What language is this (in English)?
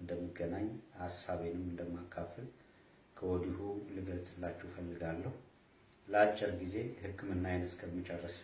Amharic